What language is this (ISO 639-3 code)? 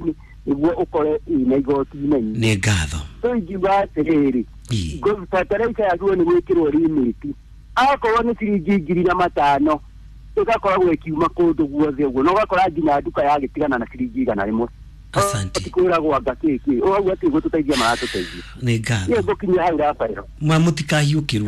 kik